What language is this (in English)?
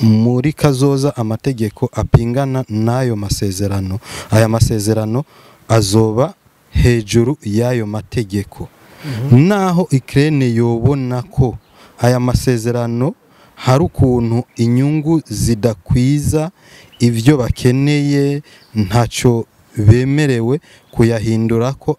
Rundi